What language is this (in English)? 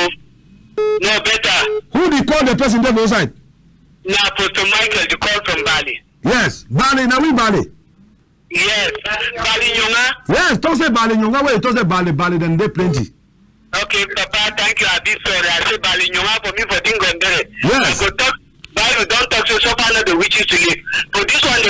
Cameroon Pidgin